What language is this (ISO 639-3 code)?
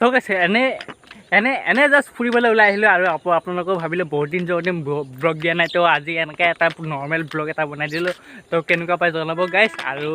asm